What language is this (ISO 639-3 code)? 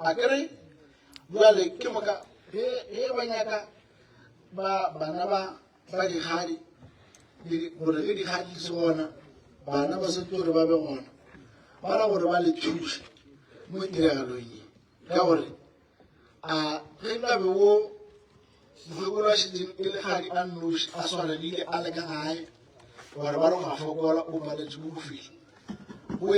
nso